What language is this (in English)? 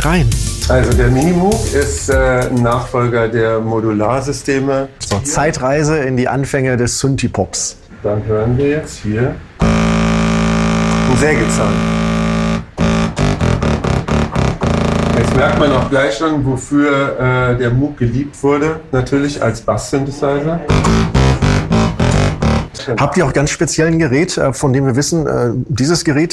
German